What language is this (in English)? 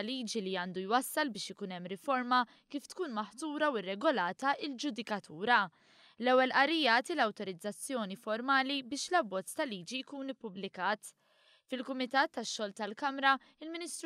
Maltese